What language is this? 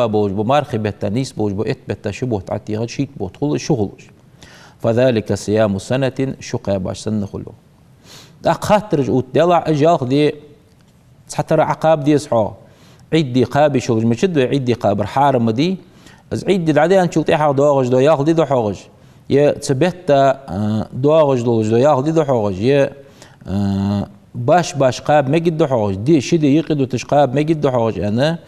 Ingush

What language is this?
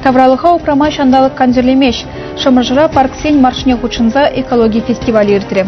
Chuvash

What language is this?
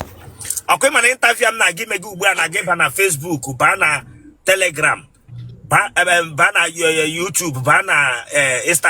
Igbo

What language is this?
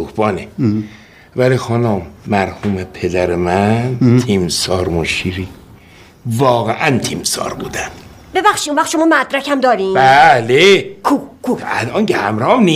Persian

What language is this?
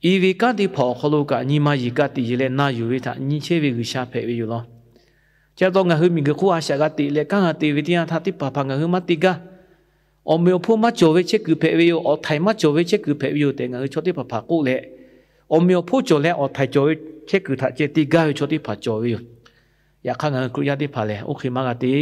Lahu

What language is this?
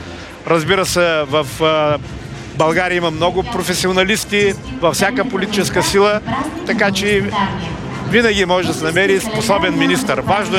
Bulgarian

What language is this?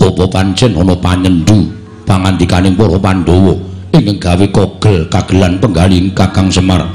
Javanese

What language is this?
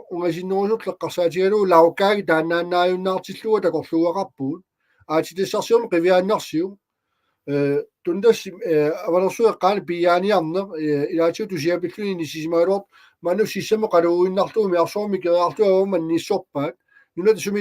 Kalaallisut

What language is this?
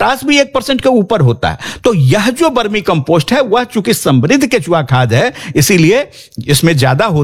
Hindi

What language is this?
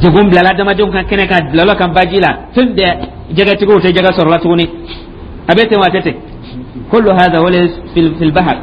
Dyula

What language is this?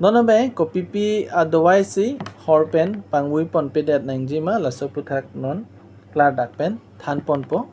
Karbi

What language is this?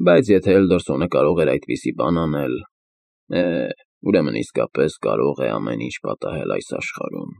Armenian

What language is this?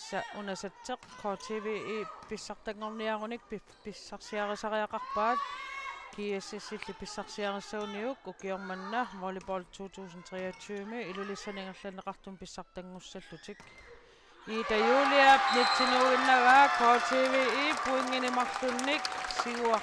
Kalaallisut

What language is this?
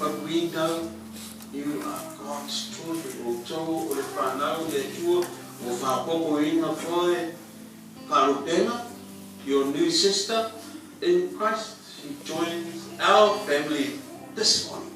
Samoan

